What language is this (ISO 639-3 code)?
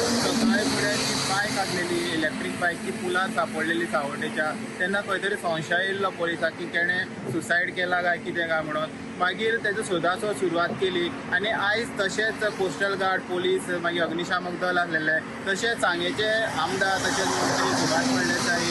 kok